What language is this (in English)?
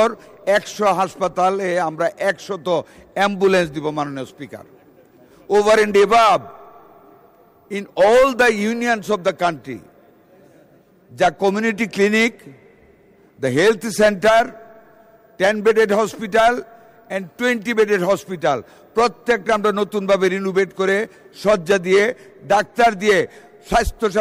Bangla